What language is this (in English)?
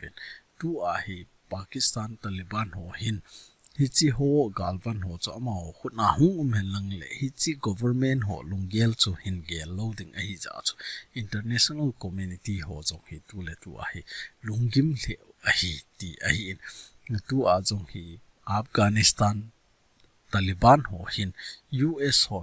Thado Chin